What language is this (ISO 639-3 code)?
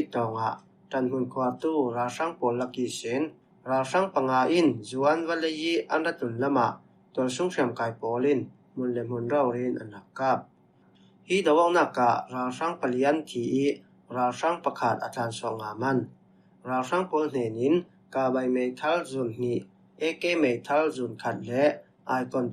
cfm